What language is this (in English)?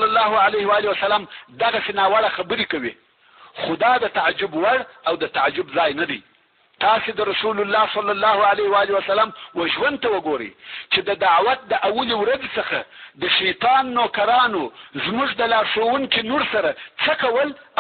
Pashto